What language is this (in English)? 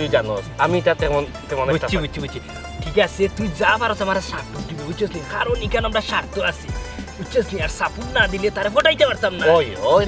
Sylheti